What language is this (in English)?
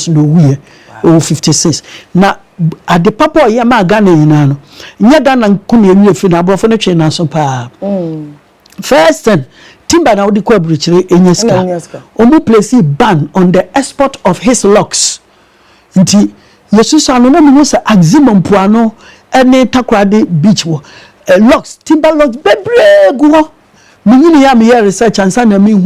Akan